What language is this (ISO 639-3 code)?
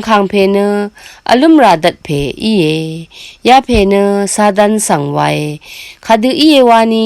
raw